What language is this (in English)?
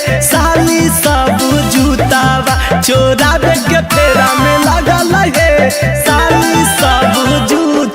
Magahi